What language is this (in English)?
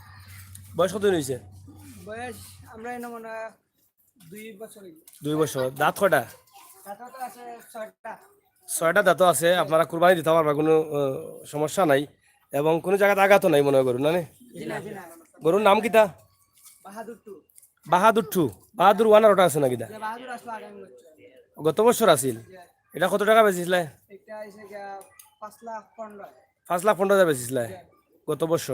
Sylheti